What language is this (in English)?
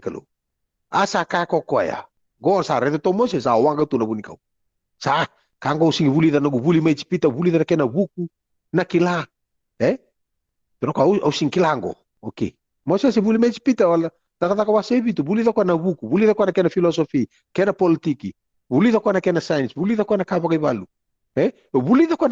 Fijian